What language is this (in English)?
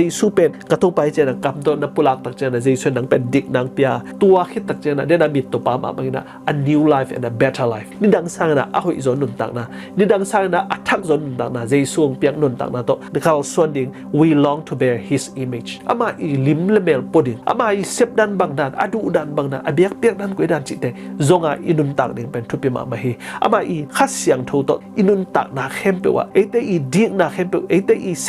Tedim Chin